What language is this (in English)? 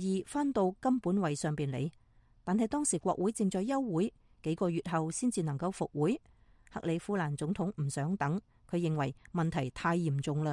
Cantonese